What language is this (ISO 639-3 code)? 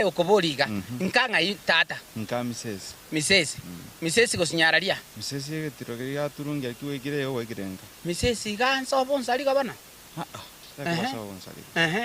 guz